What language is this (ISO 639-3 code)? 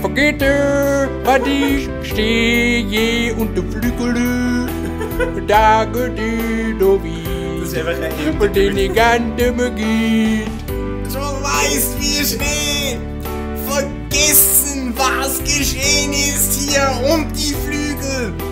gsw